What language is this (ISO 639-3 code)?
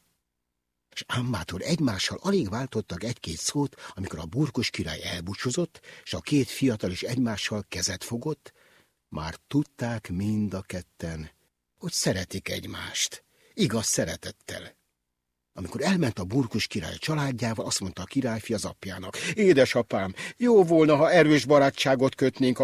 hun